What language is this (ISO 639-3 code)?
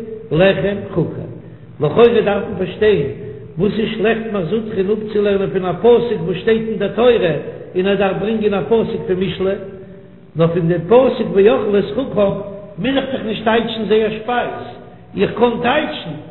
yid